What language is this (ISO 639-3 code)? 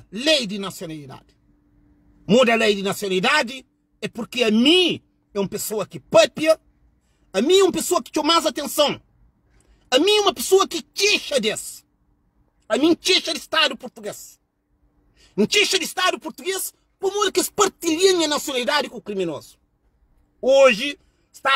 kea